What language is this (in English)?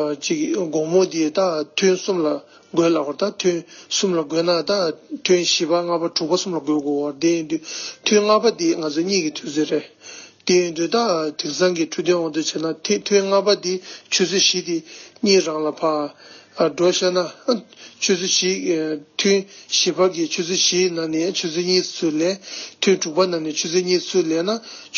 Tibetan